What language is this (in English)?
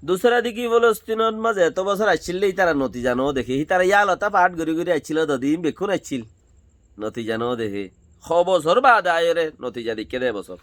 Rohingya